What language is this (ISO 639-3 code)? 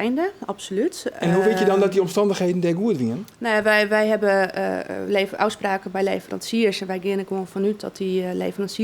fry